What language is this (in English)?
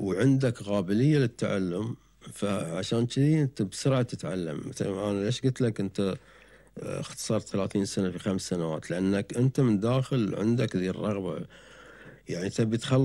Gulf Arabic